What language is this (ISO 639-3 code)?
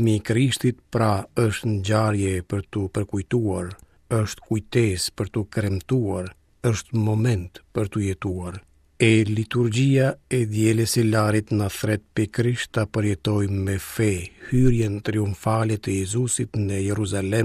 sqi